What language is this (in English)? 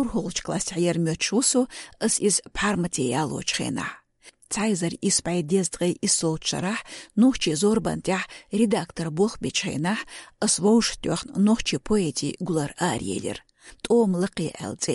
Chechen